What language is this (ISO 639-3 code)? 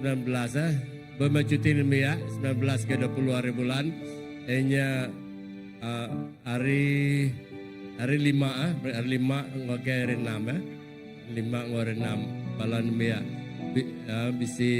iba